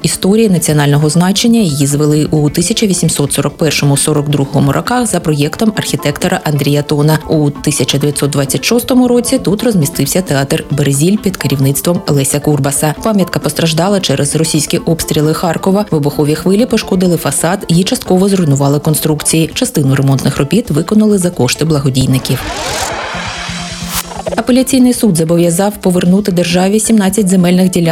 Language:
Ukrainian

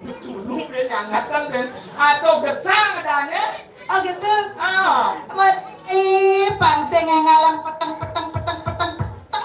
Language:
Balinese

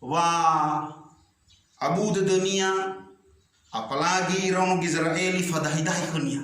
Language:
Nias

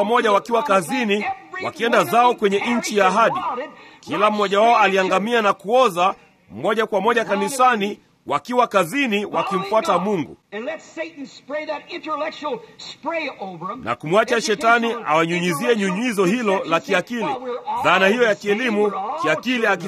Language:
Swahili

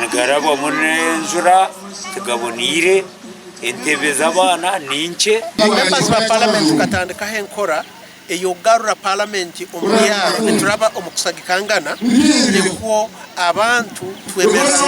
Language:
Nyankole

